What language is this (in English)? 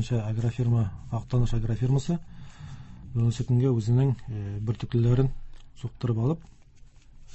Tatar